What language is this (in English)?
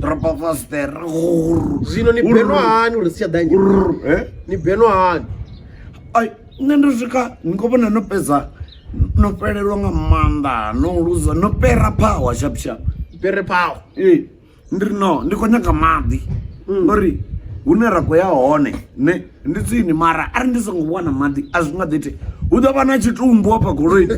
Venda